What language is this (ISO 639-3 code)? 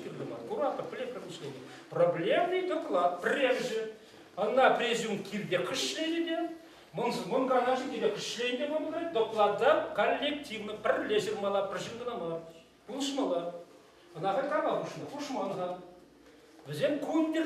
chv